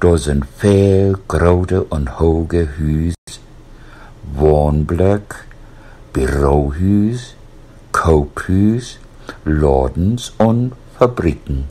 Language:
Low German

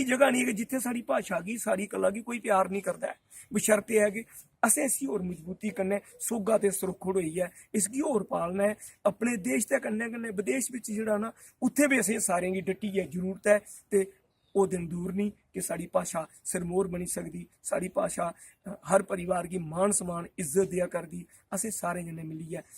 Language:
Dogri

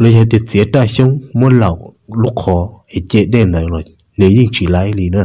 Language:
Hmong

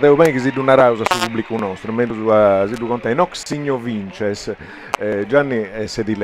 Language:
Sardinian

